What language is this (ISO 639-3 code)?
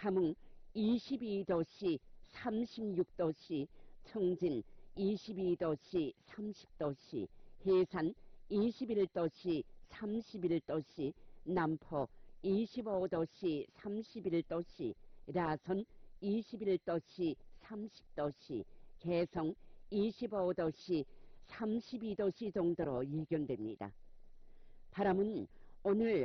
kor